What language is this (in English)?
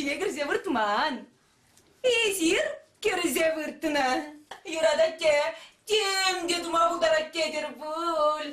Chuvash